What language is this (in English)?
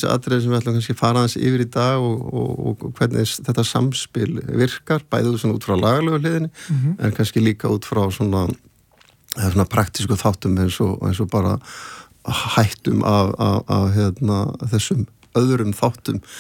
Icelandic